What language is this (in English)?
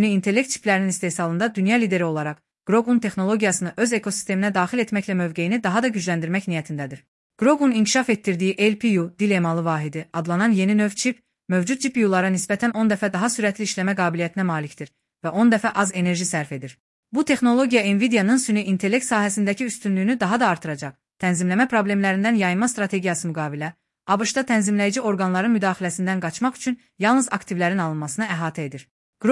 Azerbaijani